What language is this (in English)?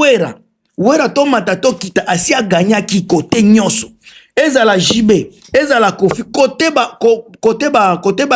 Lingala